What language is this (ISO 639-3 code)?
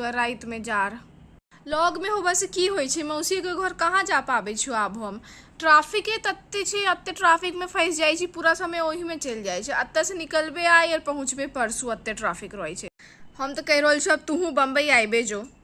mai